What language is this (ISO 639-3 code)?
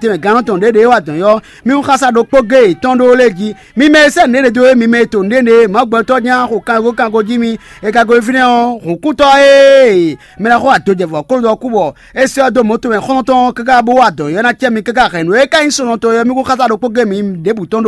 fon